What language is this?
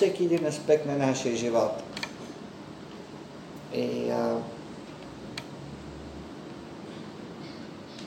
Bulgarian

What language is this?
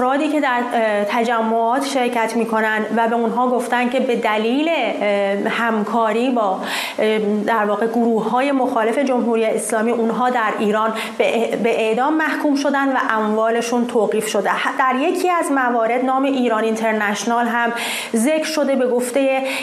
Persian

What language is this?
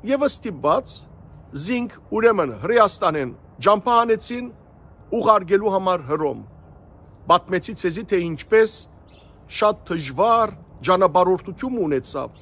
Western Armenian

